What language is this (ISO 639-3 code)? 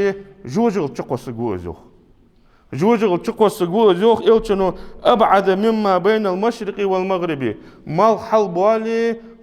inh